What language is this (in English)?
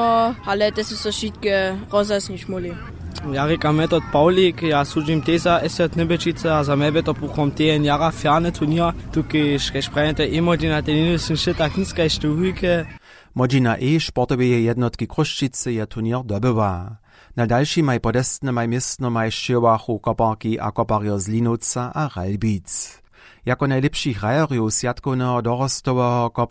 Upper Sorbian